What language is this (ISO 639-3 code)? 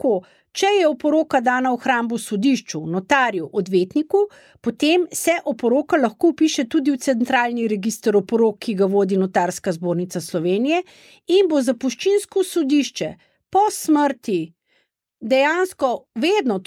slv